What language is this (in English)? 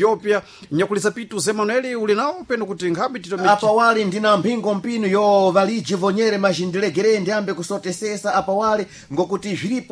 Sena